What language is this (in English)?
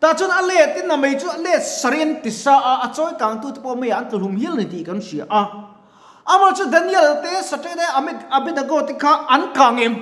Mizo